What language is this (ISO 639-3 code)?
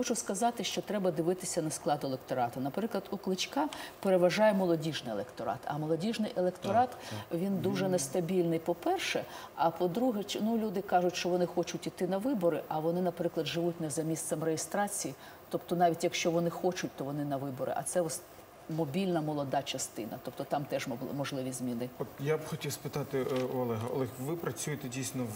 ukr